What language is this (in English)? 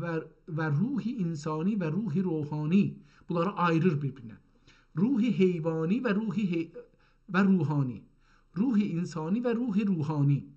South Azerbaijani